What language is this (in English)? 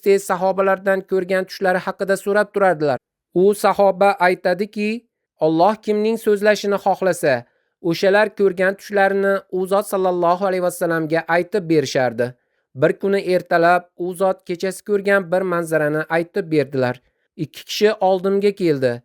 Uzbek